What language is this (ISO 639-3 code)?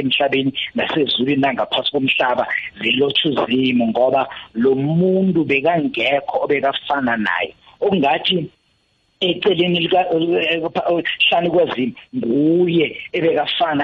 nbl